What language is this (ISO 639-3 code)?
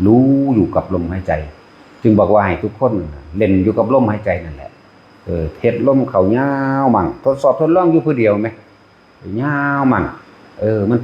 lao